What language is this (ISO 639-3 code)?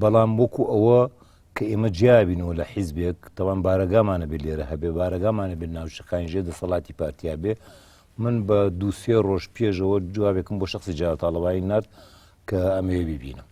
ckb